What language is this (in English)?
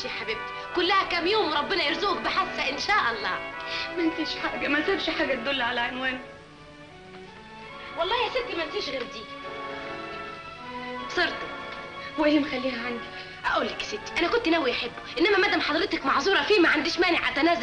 Egyptian Arabic